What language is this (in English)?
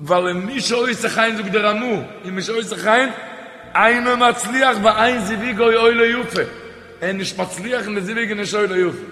Yiddish